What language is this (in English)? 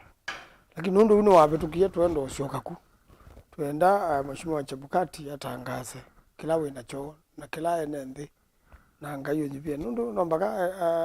Kamba